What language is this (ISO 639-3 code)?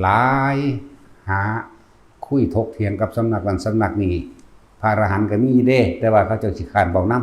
lao